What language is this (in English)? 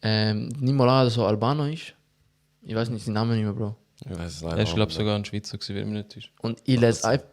Swiss German